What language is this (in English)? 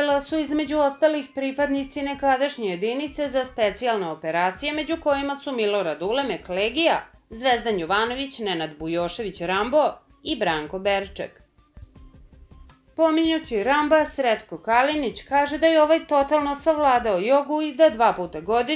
Serbian